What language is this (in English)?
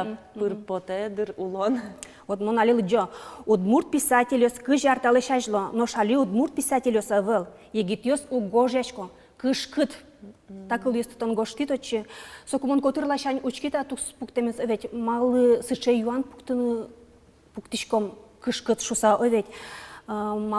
Udmurt